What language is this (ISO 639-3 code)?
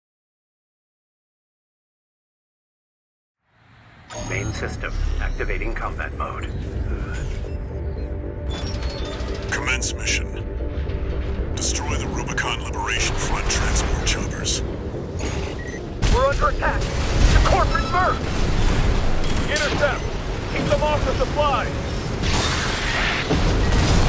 eng